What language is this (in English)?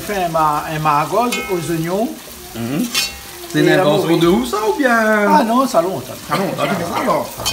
Réunion Creole French